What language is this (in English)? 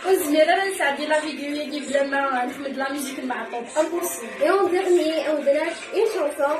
Kabyle